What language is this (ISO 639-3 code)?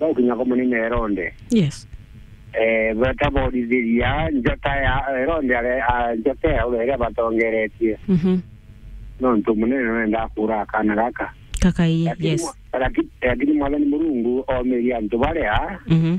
mer